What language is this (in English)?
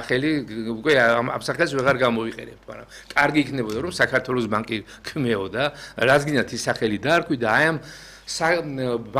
Georgian